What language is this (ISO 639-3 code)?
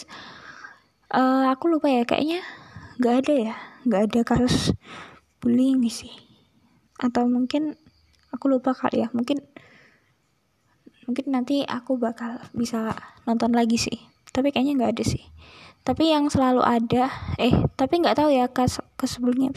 ind